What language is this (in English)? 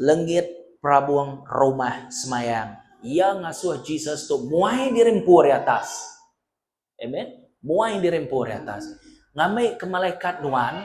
Iban